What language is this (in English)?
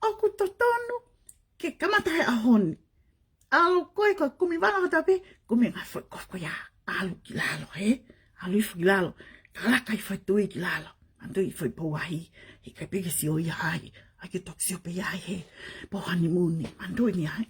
Tongan